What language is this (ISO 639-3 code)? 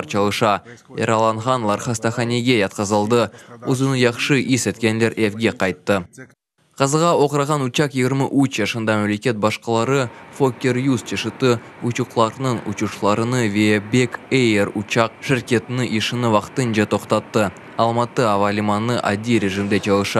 crh